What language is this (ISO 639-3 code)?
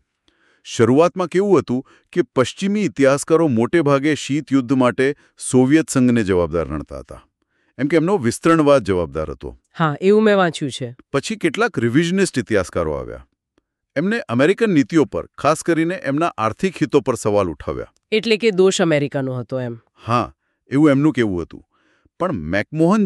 guj